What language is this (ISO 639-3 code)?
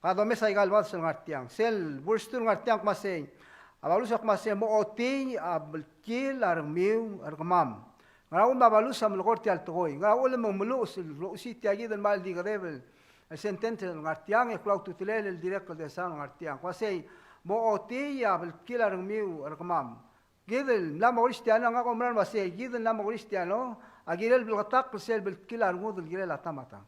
pau